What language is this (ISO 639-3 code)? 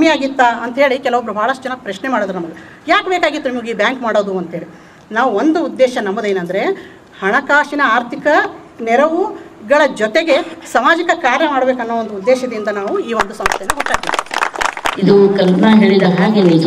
kan